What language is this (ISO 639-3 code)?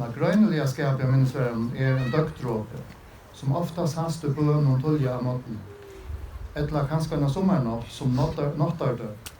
fao